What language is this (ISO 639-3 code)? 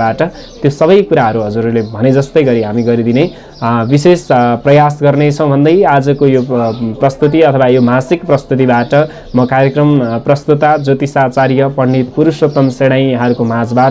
nep